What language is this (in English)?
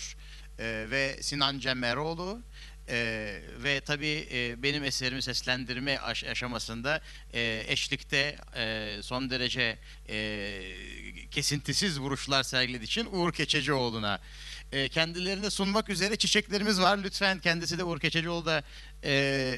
Turkish